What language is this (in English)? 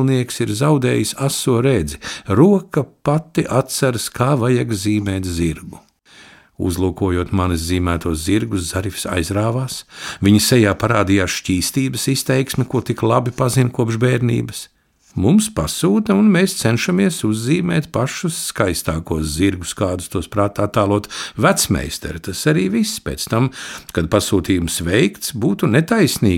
Latvian